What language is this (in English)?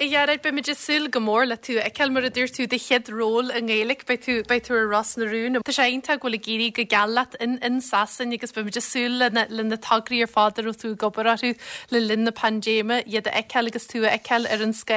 Irish